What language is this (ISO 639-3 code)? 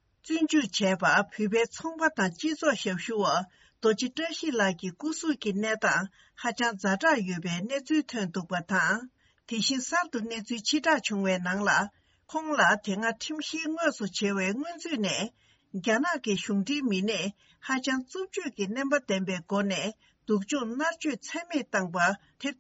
bod